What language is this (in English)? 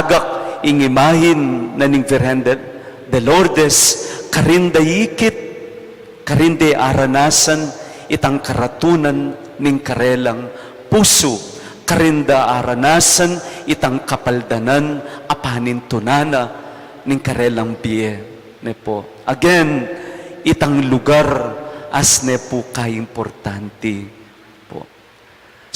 Pampanga